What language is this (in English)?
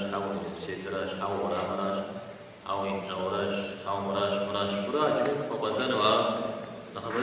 Kabardian